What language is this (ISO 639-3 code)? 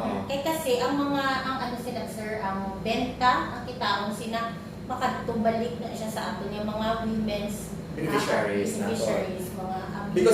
hil